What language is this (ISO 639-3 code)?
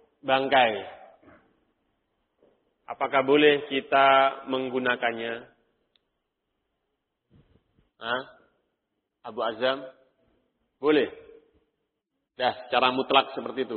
ind